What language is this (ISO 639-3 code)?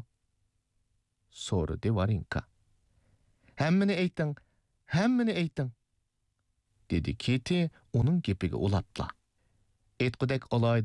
uig